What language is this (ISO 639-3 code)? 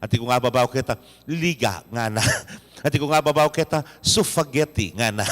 pam